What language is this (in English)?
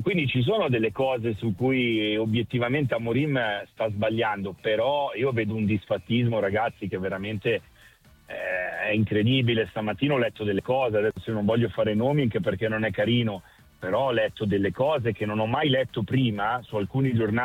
Italian